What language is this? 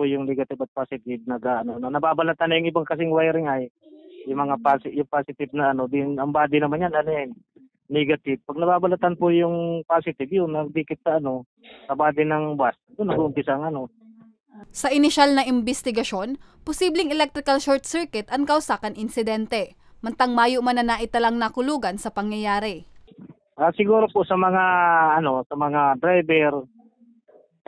Bikol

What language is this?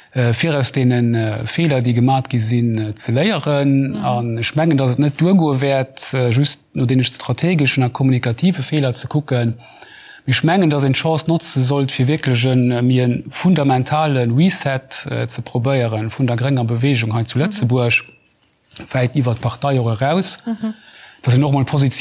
Luxembourgish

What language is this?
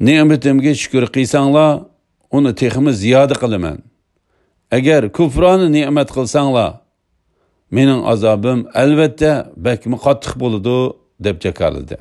Uyghur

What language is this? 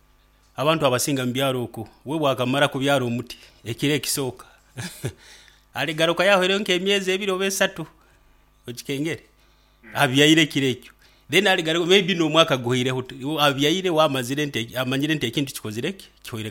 Nyoro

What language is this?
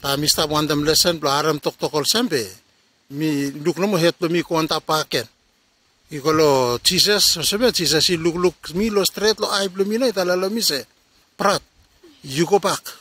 Bislama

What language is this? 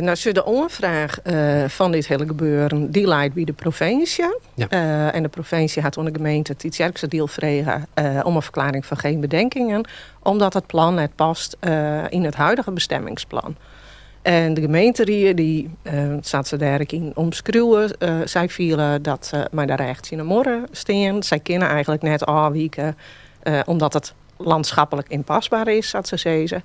Western Frisian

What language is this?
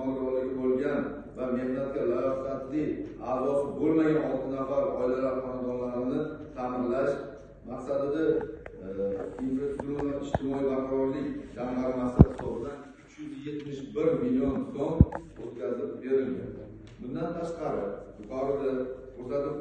Uzbek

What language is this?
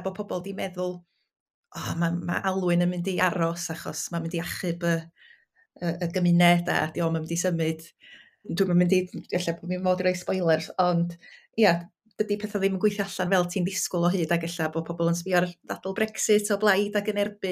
Welsh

